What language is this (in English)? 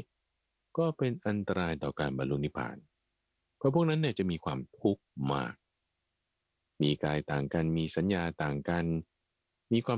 Thai